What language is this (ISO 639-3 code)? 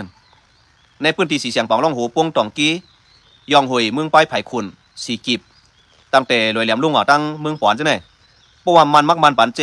shn